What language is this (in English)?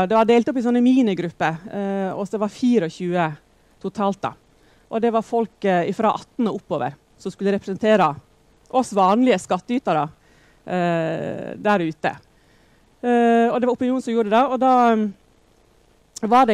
Norwegian